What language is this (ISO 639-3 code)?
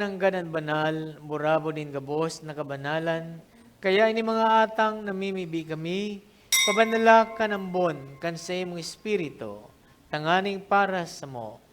bik